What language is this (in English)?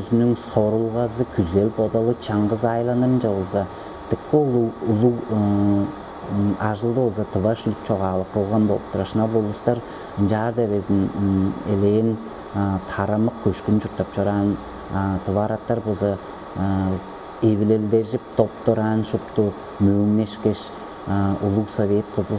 Tuvinian